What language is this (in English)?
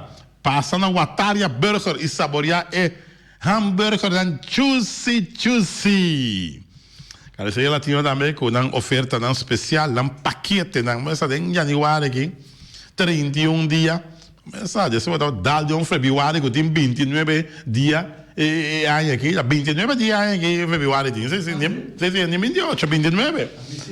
Papiamento